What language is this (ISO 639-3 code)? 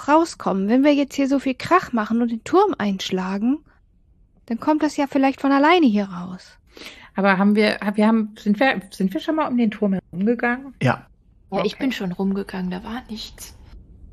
deu